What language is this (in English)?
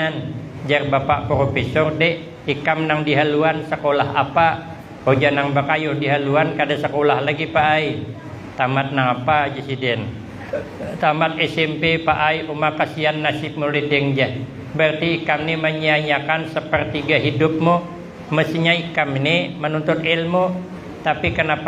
Banjar